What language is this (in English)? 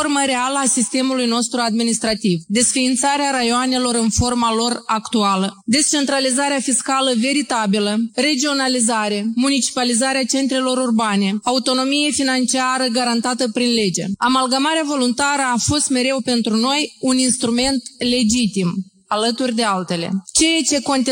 Romanian